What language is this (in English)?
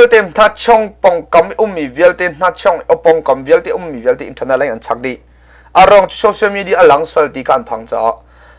Hakha Chin